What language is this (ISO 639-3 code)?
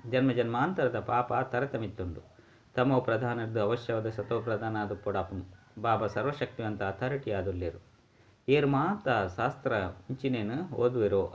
tcy